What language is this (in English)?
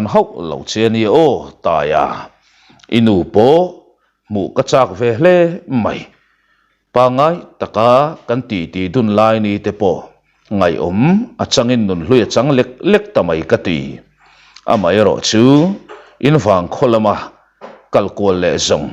Mizo